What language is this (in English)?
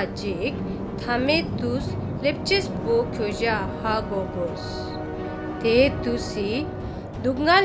Ladakhi